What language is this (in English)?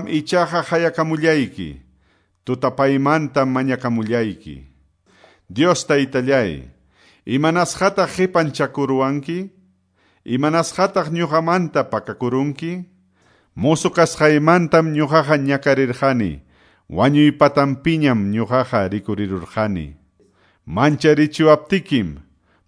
Quechua